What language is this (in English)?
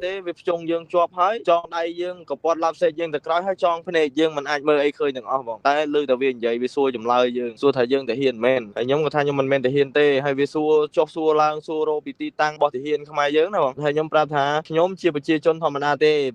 Khmer